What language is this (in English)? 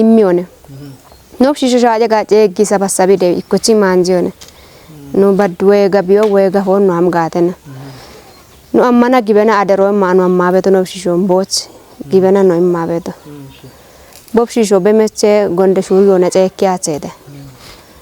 Kafa